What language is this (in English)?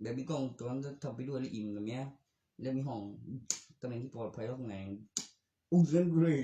Northeastern Thai